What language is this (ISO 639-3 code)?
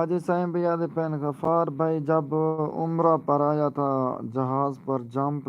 skr